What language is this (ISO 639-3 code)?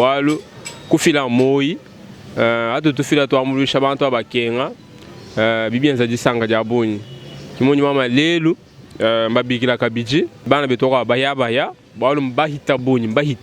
lua